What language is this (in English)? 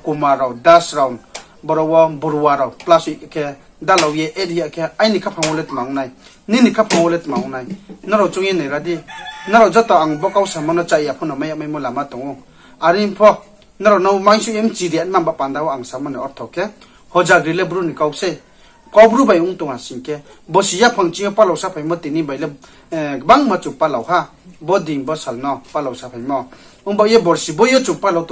Riang (India)